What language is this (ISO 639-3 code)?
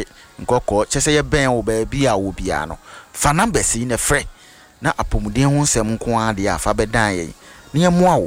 aka